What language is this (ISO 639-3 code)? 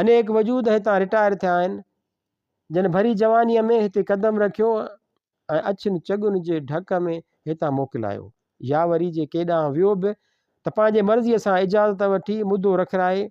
snd